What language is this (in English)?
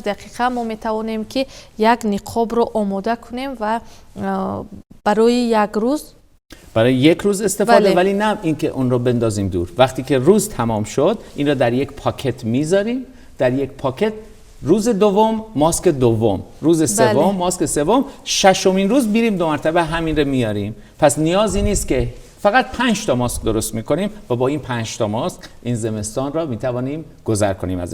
Persian